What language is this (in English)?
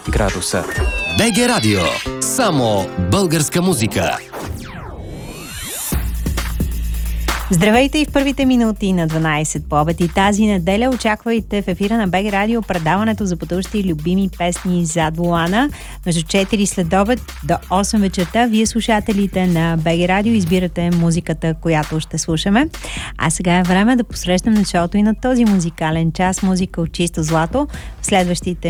Bulgarian